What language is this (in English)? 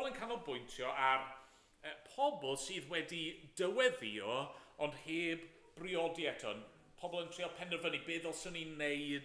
Welsh